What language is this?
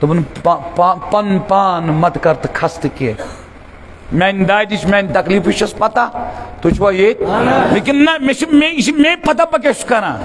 Kashmiri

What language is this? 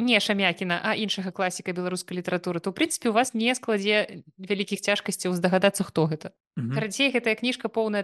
Belarusian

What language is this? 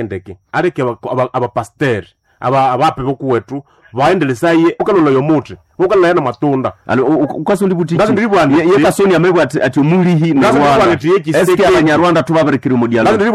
Nande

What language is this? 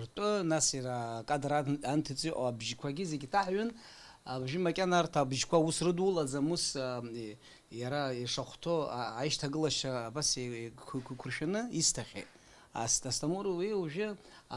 Abkhazian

